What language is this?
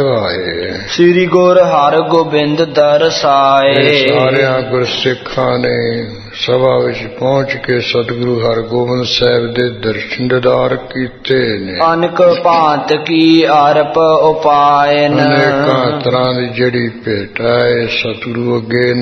Punjabi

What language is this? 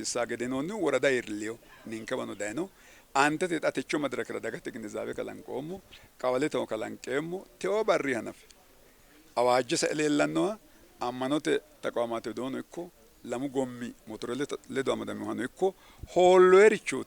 Sidamo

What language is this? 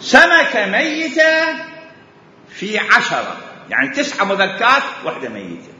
Mesopotamian Arabic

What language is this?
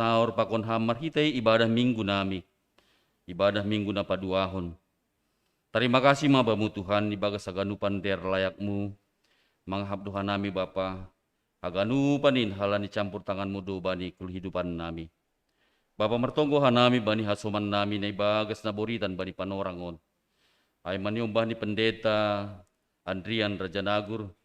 Batak Simalungun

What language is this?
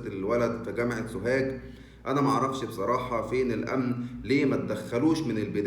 Egyptian Arabic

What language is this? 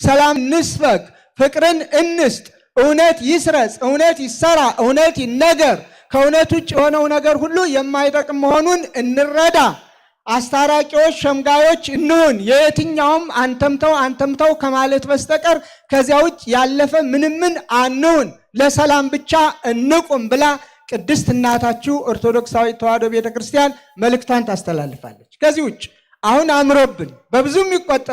Amharic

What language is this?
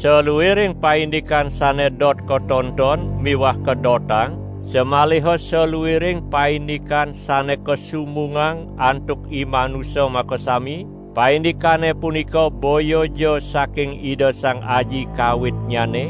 Balinese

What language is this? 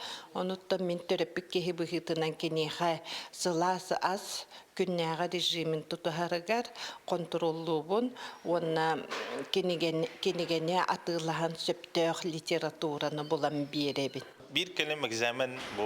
Yakut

